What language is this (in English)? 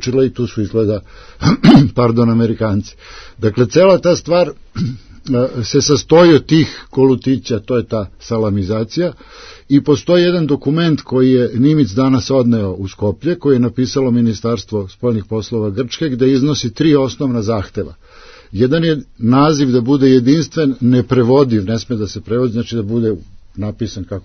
Serbian